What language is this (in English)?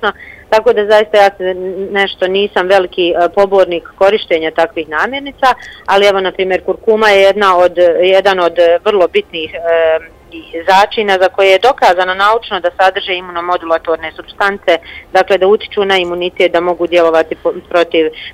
Bosnian